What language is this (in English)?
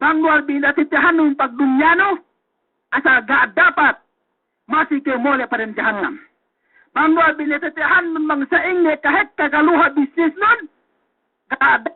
Yakan